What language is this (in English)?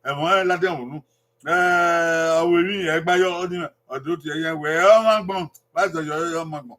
Bini